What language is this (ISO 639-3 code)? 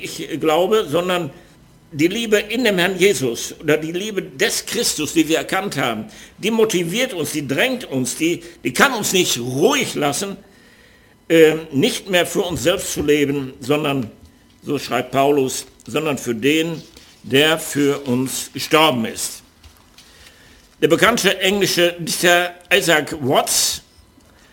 deu